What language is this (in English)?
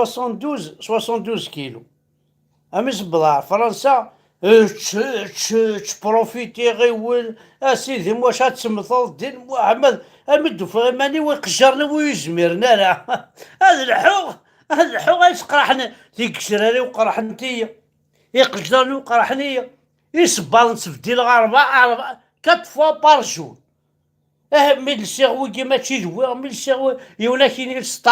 Kabyle